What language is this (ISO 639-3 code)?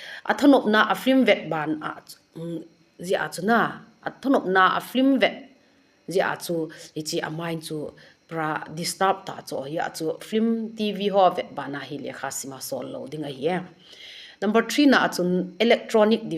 tcz